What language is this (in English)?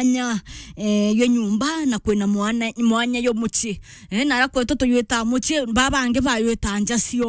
Meru